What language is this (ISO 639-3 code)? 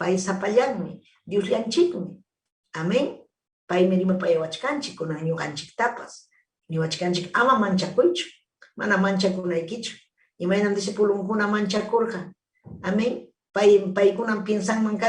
quy